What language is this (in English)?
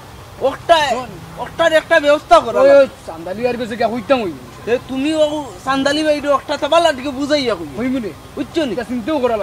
Sylheti